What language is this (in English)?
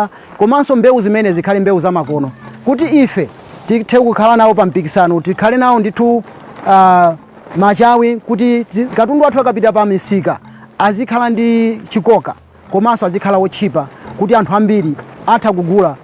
Nyanja